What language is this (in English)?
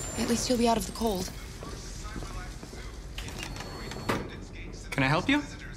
English